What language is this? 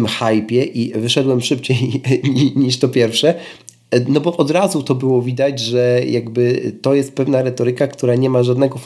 Polish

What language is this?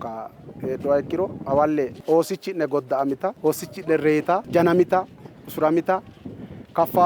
Sidamo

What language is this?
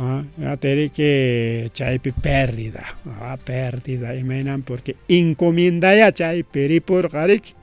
Ayacucho Quechua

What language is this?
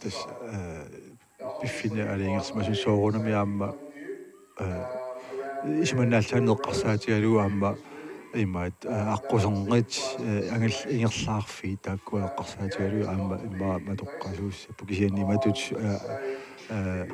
Kalaallisut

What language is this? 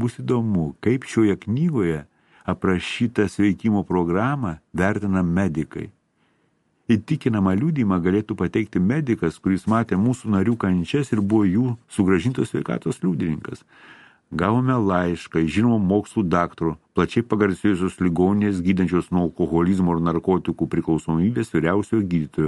Lithuanian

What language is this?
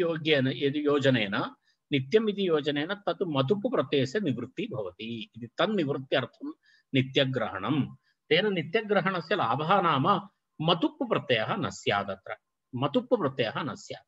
Sanskrit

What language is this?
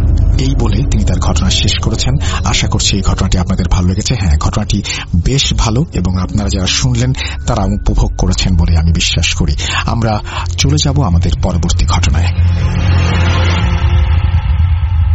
Bangla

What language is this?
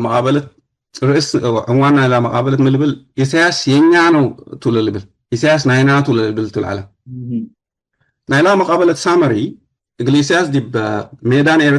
Tigre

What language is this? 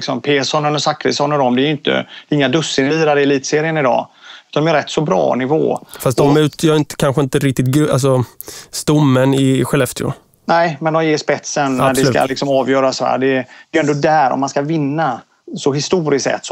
Swedish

